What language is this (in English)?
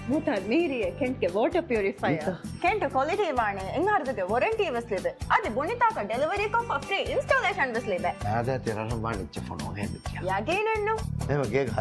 Divehi